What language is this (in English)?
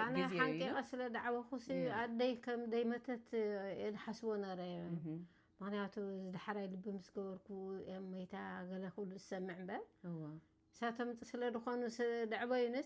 Tigrinya